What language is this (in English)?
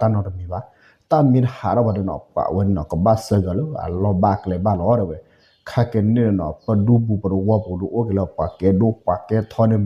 S'gaw Karen